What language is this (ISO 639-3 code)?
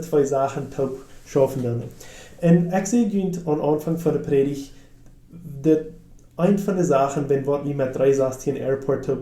pdt